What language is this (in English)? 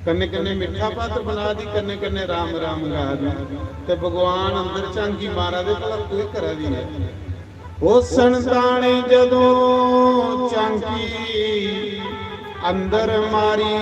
Dogri